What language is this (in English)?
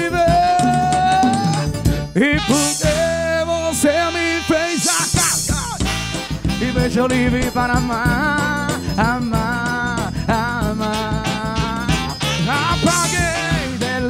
Portuguese